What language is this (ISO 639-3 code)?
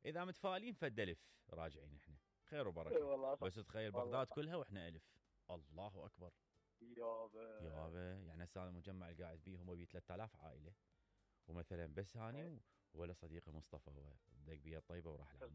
acm